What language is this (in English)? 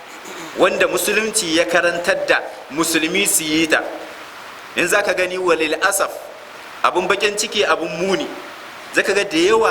Hausa